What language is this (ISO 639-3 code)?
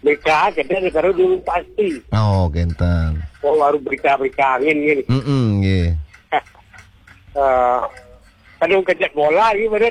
ban